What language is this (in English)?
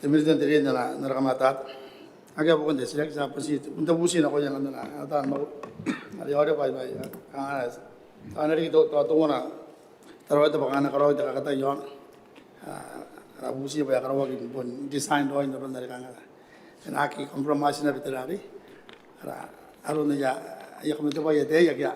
Gilbertese